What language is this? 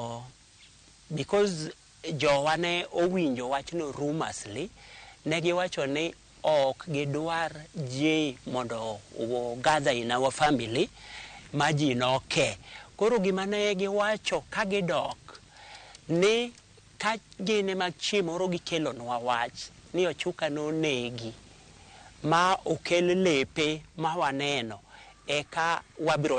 Luo (Kenya and Tanzania)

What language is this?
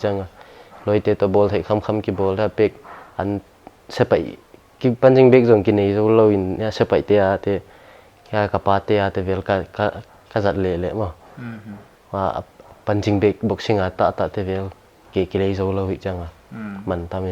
Paite Chin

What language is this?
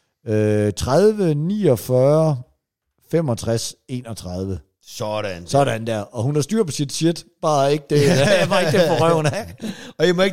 Danish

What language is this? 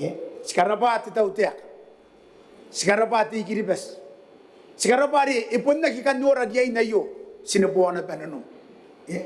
Gilbertese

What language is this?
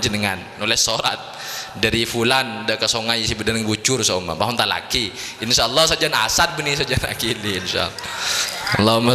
Madurese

